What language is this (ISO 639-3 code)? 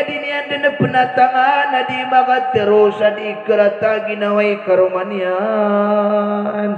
mrw